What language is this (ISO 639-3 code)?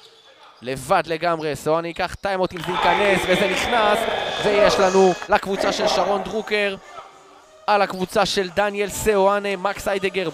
heb